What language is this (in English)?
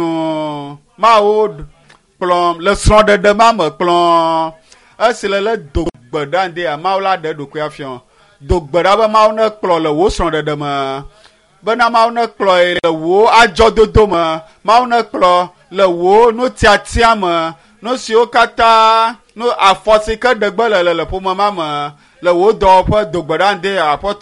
Ewe